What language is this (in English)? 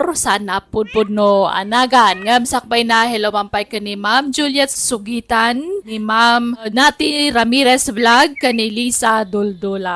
Iloko